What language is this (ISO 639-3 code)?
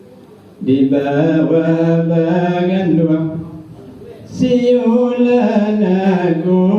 min